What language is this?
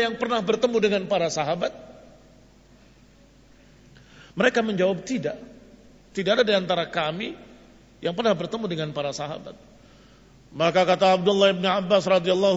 Indonesian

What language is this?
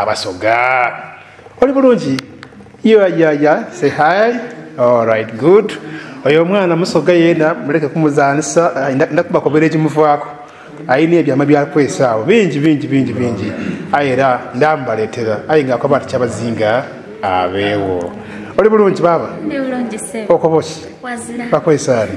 Soga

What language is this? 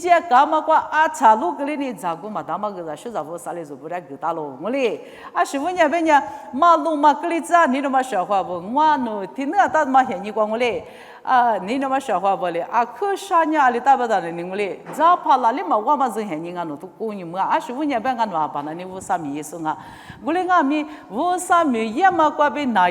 Lisu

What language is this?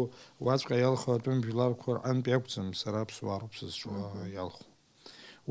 Abkhazian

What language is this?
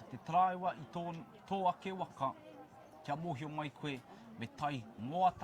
Māori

